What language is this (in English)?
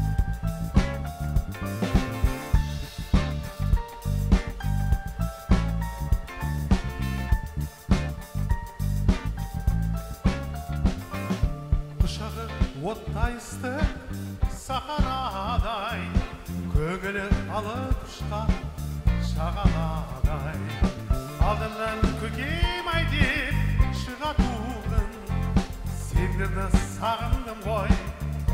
Kazakh